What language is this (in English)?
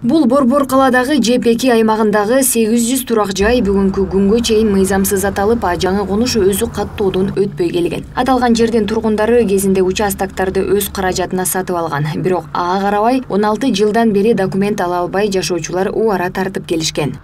Kyrgyz